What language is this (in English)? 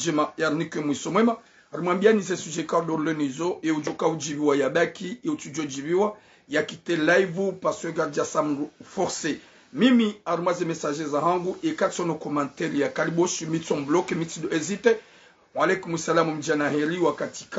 Ngazidja Comorian